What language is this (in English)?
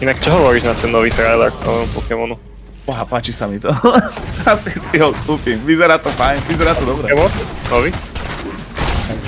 Slovak